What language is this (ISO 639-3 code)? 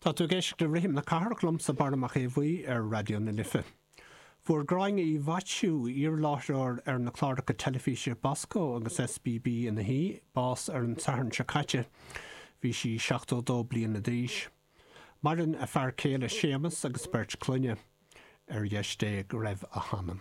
gle